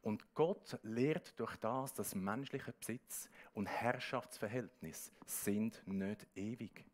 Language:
Swiss German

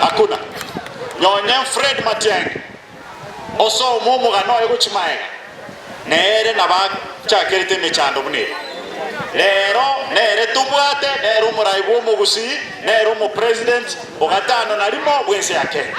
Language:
Gusii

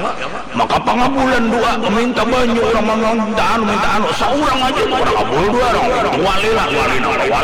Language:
Banjar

